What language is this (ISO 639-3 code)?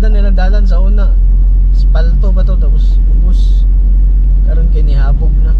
ceb